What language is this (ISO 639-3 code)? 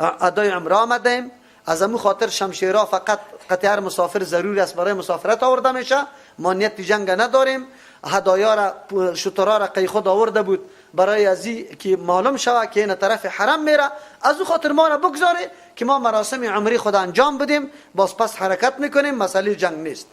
fas